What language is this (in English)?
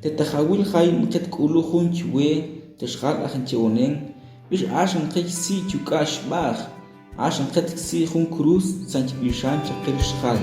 Tektiteko